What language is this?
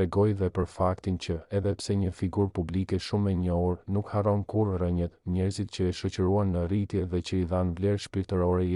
Albanian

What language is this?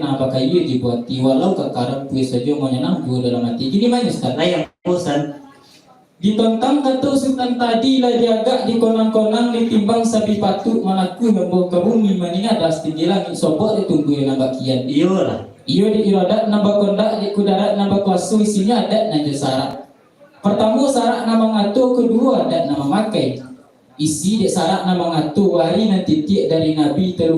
Minangkabau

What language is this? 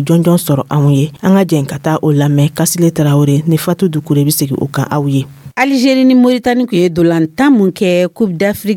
Dyula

